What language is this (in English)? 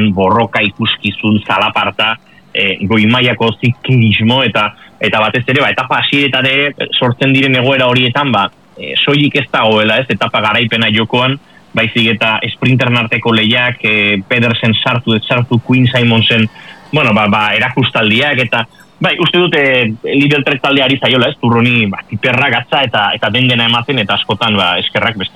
Basque